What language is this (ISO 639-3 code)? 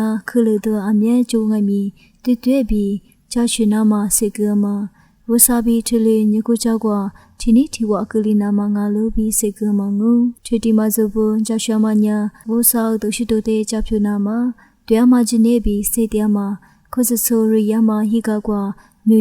lis